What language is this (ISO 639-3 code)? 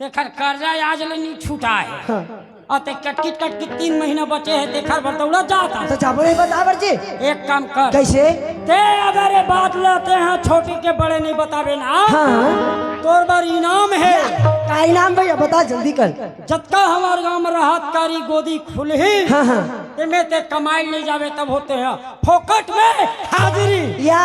hne